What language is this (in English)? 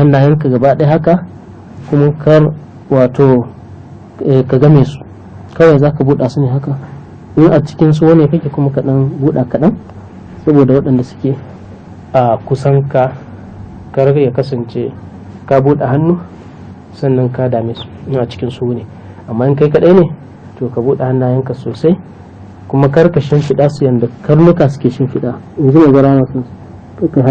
Hausa